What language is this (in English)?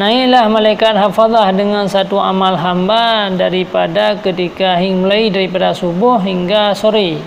Achinese